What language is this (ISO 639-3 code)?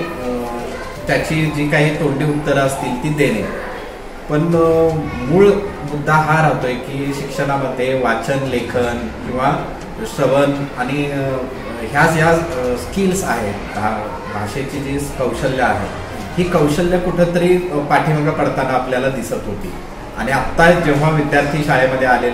mar